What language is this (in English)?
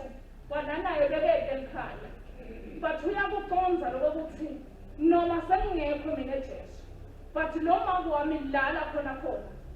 Swati